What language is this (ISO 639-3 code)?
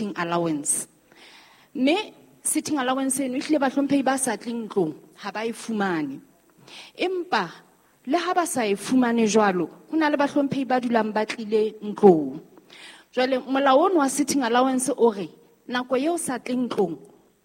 sot